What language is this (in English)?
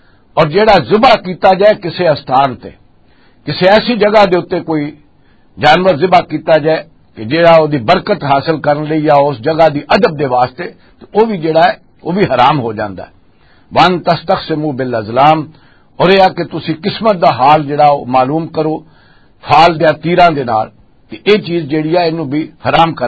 Western Panjabi